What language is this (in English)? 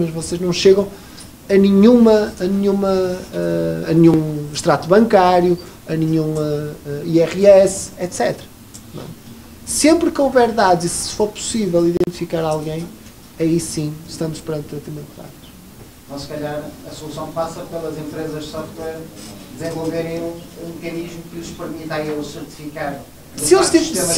Portuguese